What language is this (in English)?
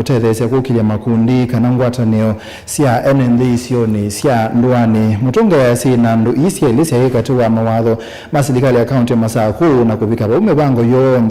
Kamba